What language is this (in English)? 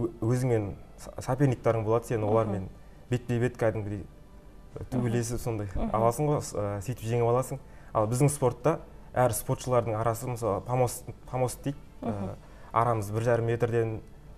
Kazakh